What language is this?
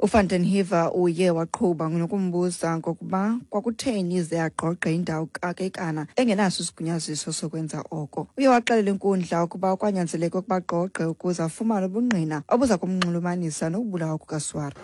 Xhosa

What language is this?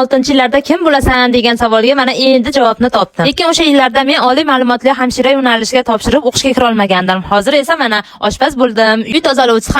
Uzbek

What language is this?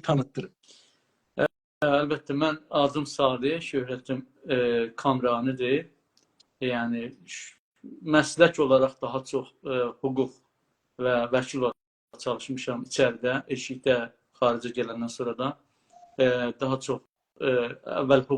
South Azerbaijani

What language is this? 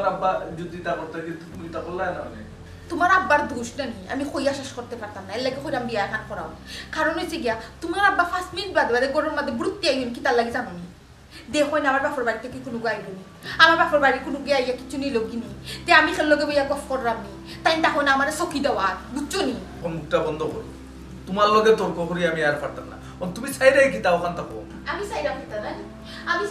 Sylheti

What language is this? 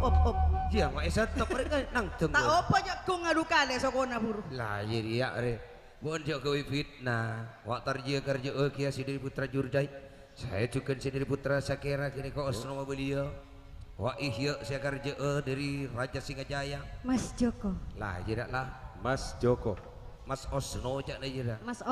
Madurese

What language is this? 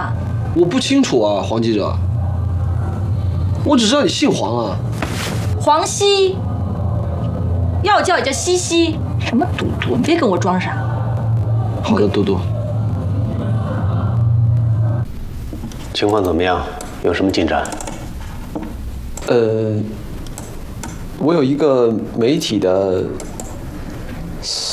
Chinese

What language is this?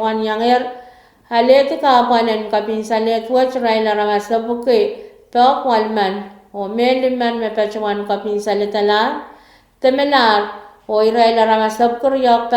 Pohnpeian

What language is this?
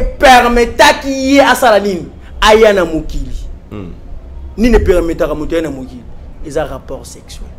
Lingala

